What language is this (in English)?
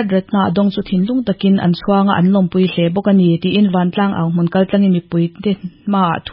Mizo